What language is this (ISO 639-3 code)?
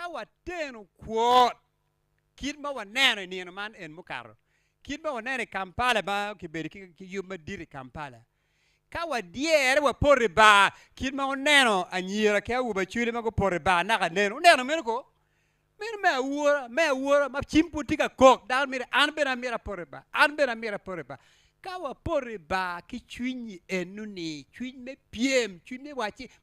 ach